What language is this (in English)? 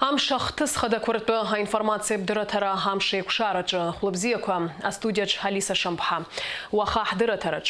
Abkhazian